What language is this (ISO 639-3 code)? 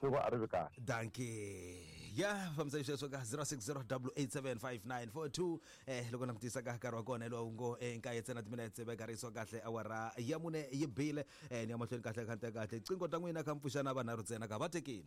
tso